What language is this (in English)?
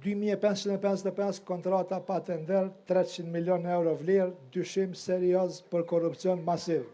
Albanian